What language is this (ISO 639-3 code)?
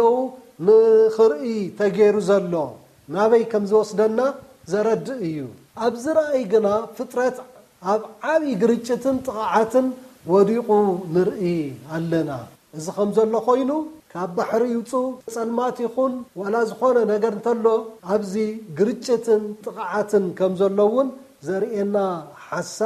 tir